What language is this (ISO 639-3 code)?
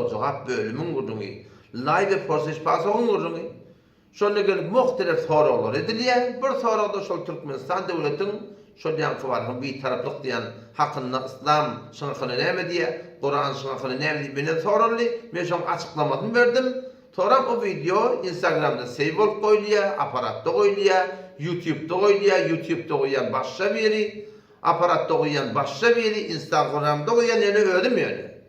tuk